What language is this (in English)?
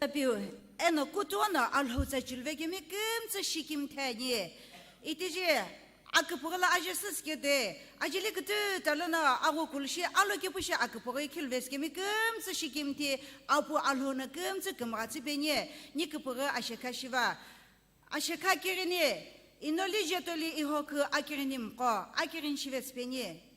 Sumi Naga